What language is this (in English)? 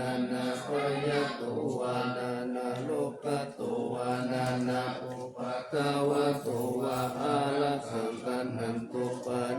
Pali